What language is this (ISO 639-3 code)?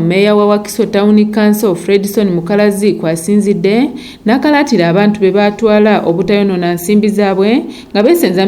lug